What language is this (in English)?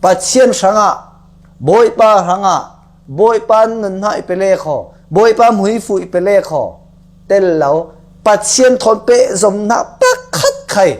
Falam Chin